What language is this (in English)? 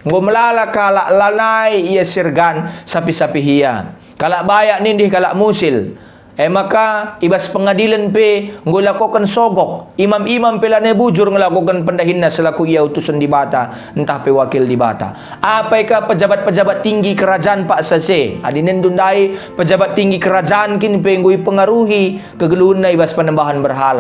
Batak Karo